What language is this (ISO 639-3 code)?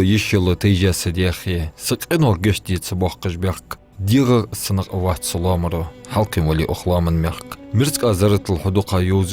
inh